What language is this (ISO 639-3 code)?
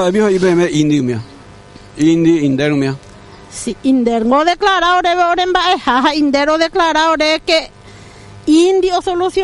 grn